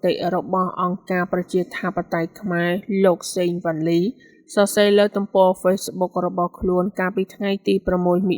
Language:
Khmer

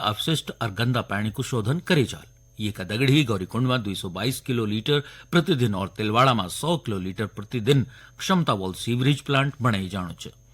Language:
Garhwali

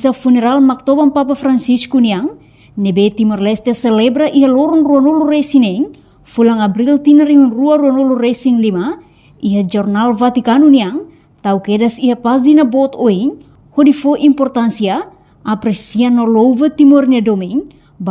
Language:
Tetum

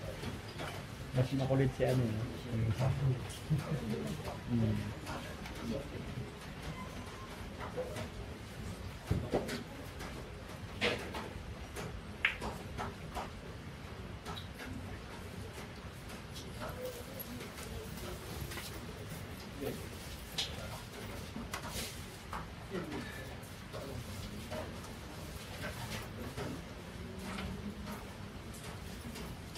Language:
Filipino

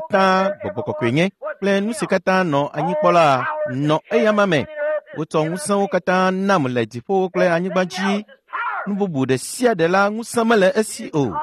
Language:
Ewe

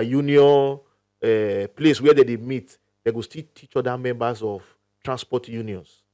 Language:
Nigerian Pidgin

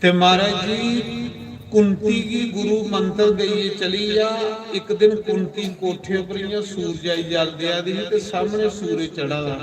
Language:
Dogri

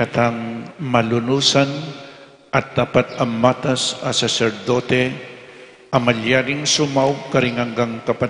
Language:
Pampanga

